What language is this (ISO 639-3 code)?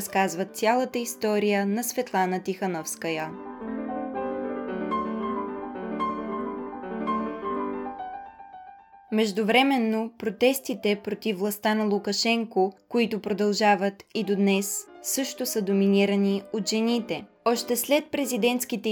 bul